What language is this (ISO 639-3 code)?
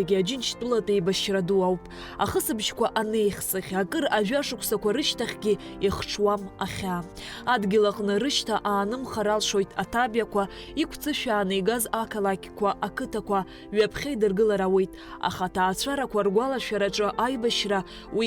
abk